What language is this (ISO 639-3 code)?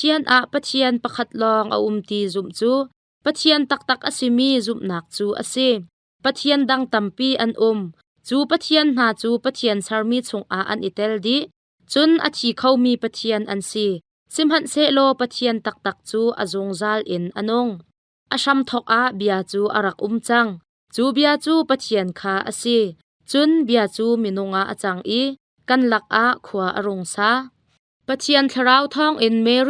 cnh